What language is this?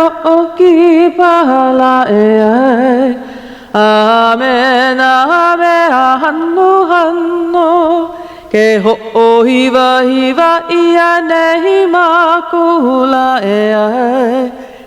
Hawaiian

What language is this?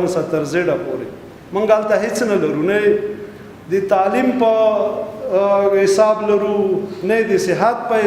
Pashto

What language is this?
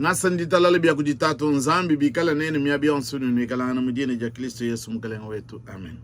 Luba-Lulua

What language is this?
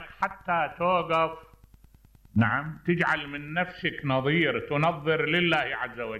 Mesopotamian Arabic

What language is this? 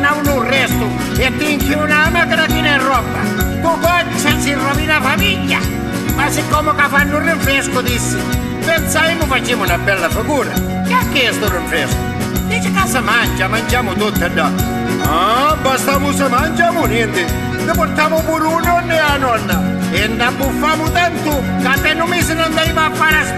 Sicilian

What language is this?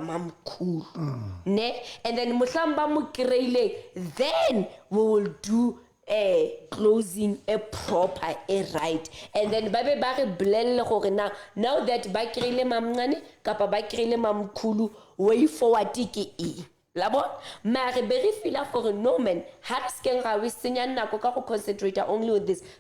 Southern Sotho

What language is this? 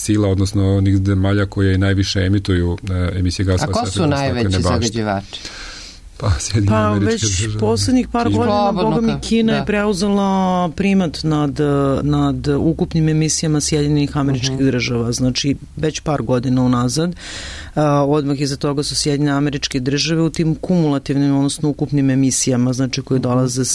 Serbian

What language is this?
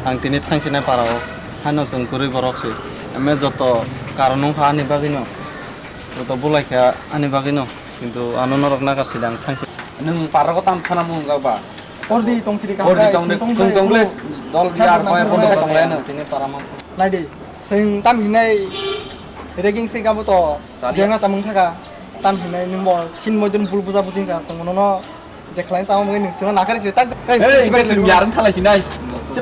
Kok Borok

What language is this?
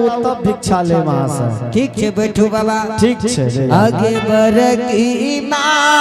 Angika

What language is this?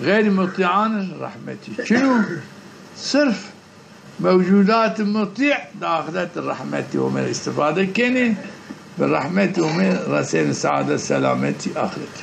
Zaza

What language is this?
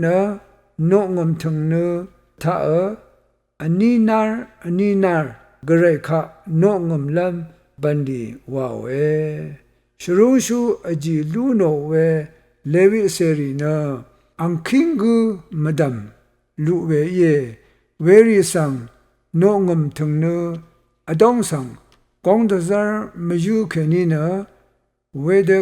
Rawang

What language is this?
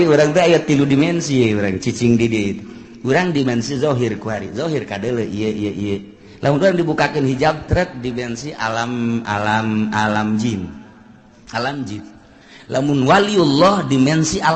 Sundanese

